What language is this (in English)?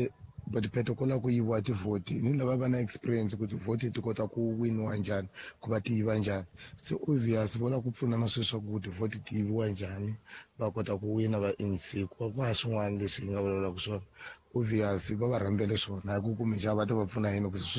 Tsonga